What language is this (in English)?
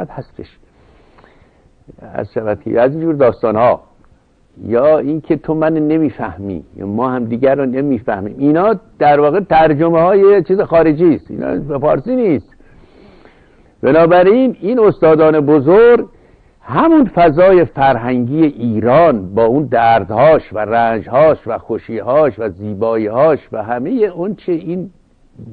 Persian